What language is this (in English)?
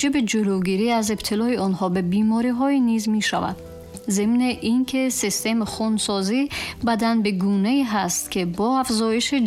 Tajik